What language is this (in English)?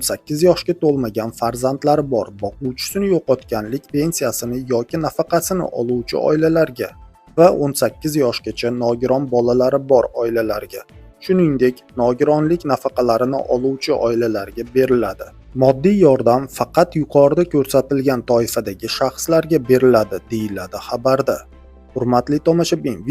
Uzbek